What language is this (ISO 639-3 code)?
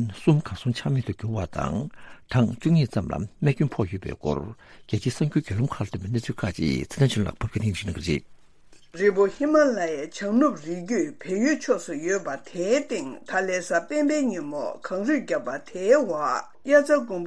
bod